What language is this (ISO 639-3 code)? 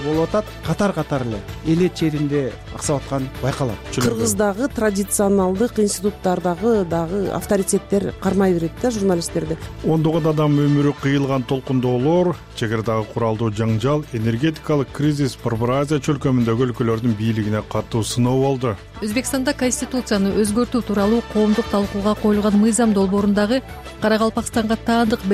kir